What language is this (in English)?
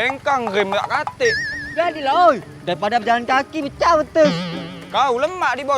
Musi